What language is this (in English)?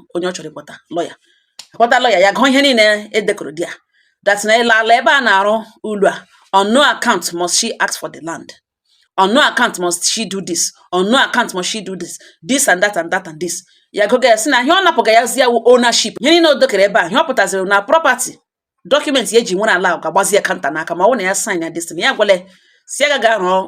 Igbo